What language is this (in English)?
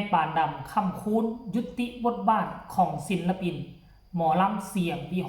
Northeastern Thai